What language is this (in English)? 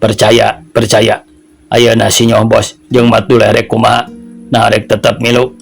Sundanese